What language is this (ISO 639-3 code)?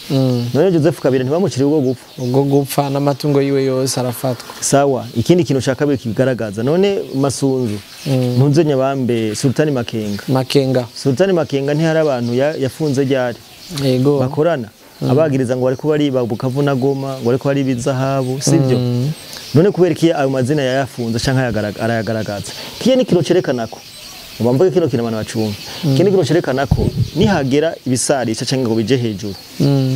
run